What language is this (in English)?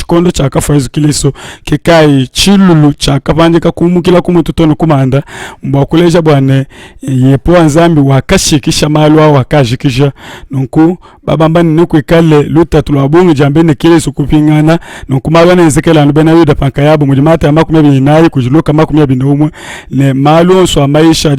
Luba-Lulua